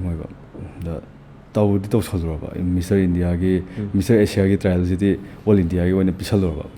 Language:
Manipuri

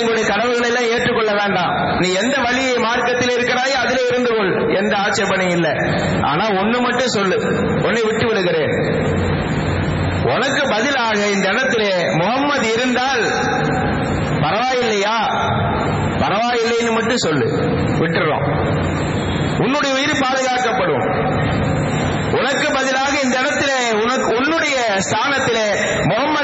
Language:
Tamil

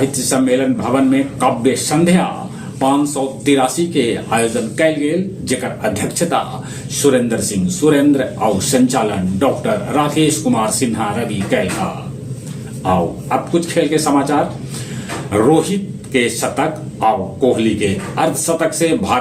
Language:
Magahi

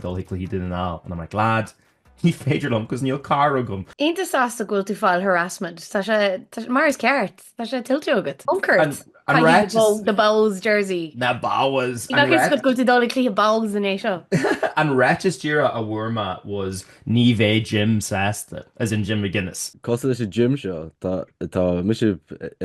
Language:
Irish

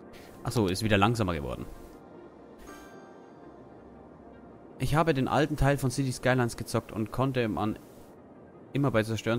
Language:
German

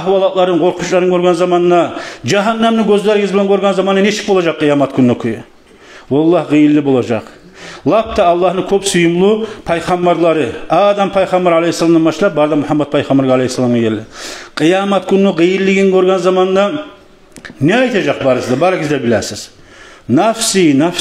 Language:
Kumyk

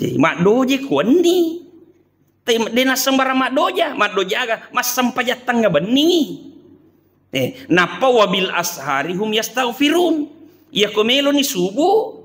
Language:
Buginese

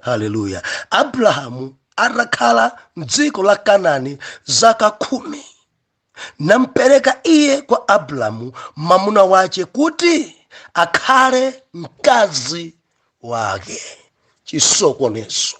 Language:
Nyanja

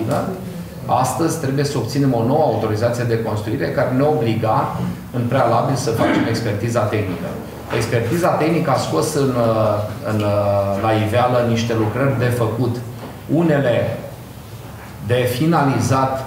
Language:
Romanian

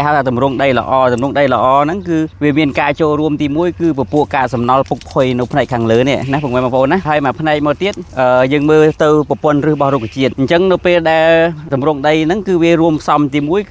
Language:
Khmer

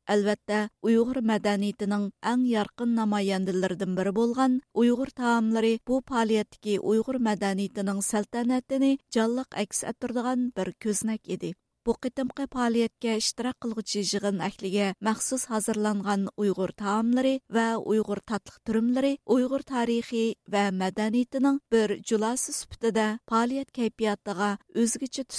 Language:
Uyghur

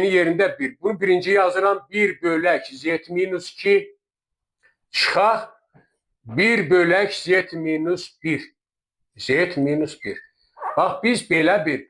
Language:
Azerbaijani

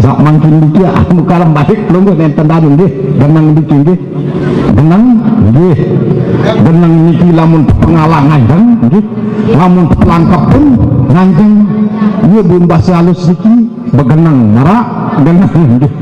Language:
Sasak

